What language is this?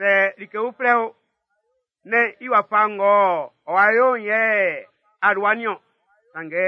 Baoulé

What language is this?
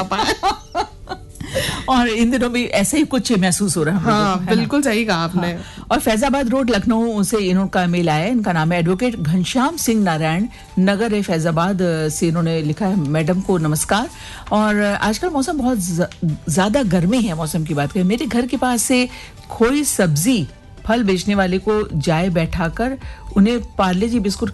Hindi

